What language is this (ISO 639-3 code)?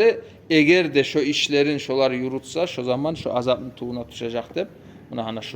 kum